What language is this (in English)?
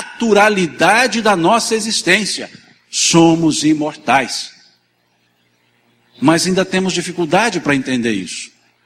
Portuguese